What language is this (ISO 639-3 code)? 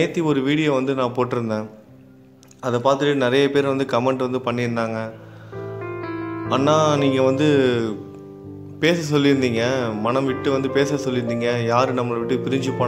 tam